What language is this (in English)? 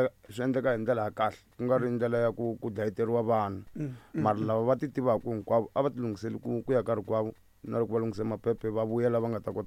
Tsonga